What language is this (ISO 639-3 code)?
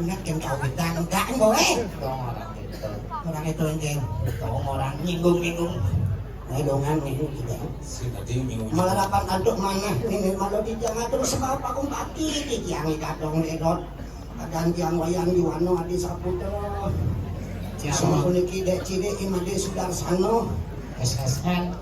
ban